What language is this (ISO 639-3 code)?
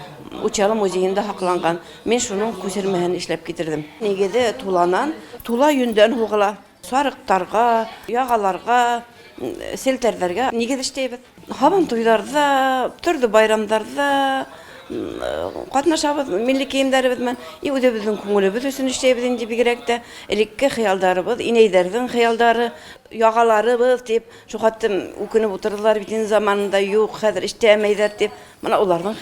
bak